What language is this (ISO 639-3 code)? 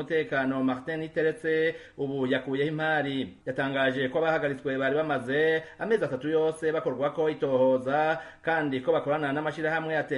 run